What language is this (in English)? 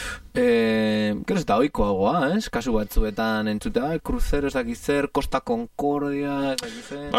Basque